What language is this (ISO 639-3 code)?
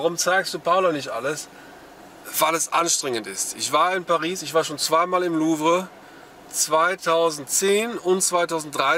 deu